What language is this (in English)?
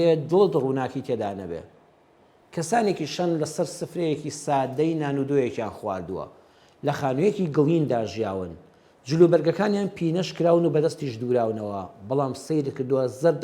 Central Kurdish